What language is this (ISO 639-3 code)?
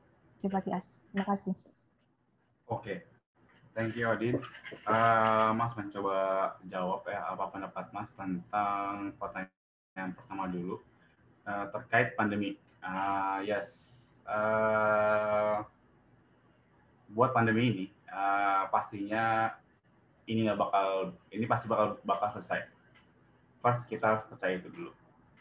ind